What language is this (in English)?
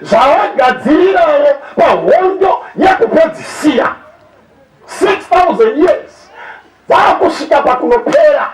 Shona